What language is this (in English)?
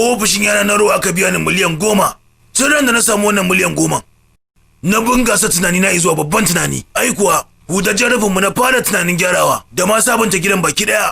Hausa